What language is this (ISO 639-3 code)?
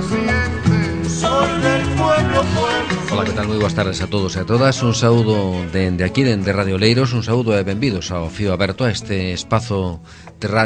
glg